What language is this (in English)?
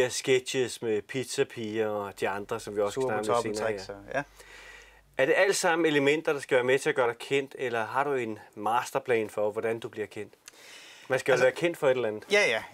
Danish